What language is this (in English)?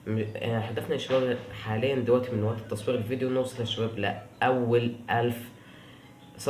Egyptian Arabic